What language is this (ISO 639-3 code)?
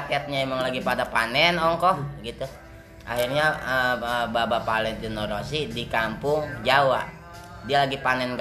bew